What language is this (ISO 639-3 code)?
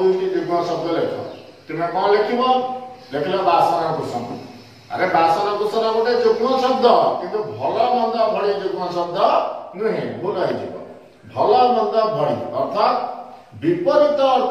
ori